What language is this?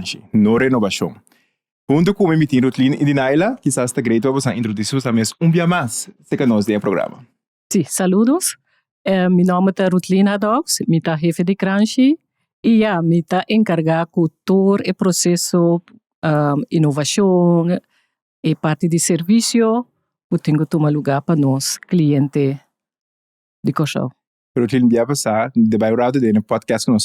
Papiamento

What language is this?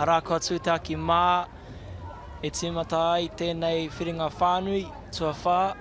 Māori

